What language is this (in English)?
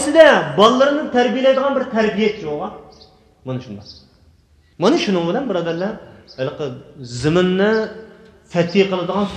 Uyghur